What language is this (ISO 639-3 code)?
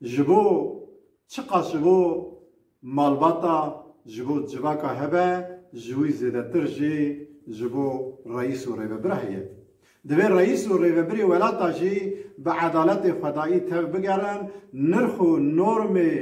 kur